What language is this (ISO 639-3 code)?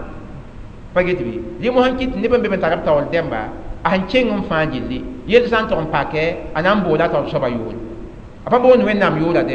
mos